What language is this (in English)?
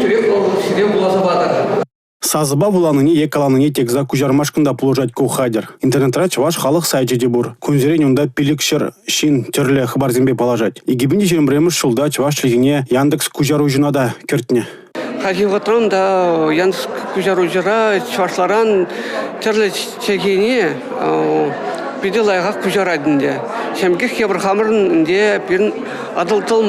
Chuvash